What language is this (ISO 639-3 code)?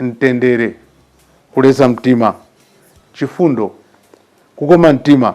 nya